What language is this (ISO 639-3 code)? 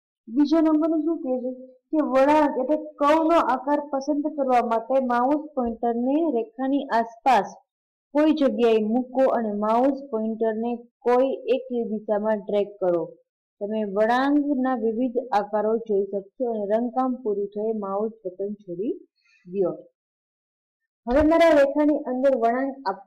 guj